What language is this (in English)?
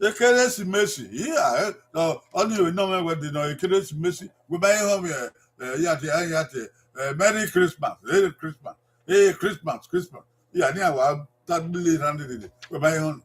Bini